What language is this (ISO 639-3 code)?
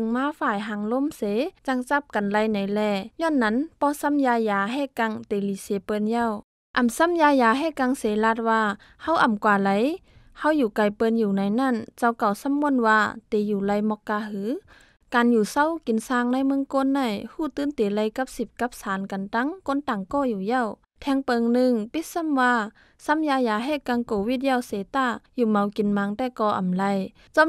shn